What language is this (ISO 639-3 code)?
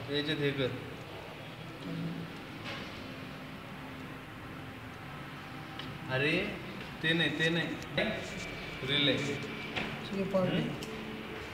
mar